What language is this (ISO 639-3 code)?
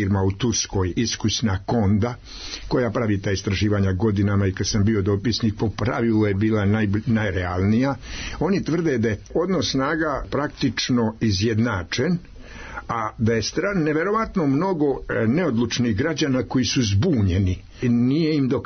srp